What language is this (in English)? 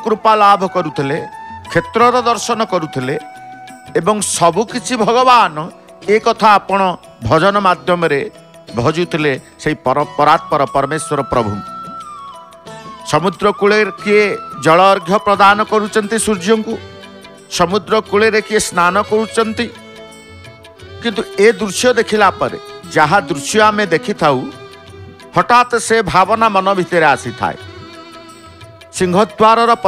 Odia